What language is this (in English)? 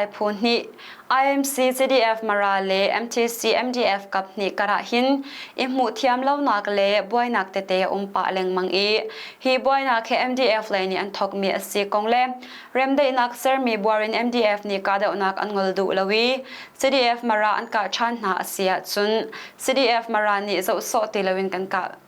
Hakha Chin